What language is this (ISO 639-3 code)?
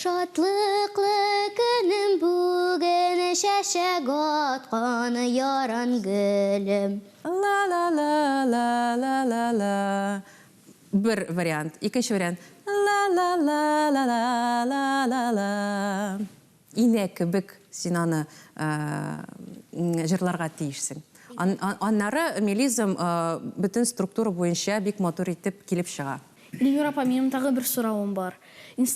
tat